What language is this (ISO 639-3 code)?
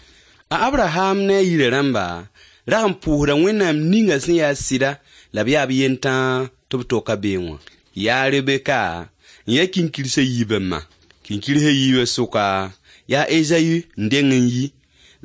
mos